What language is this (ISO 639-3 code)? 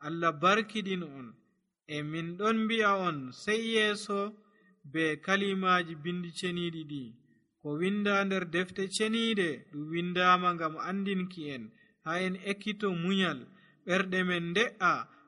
fuv